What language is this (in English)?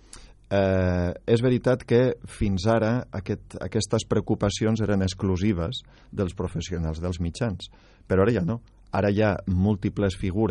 Catalan